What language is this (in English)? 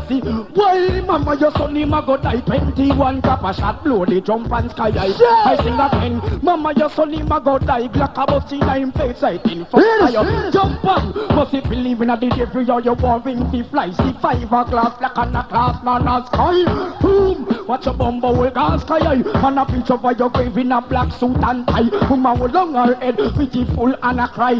Jamaican Creole English